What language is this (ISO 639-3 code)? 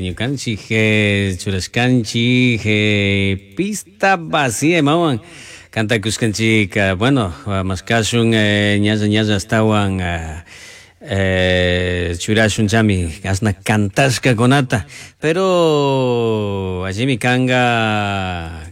qug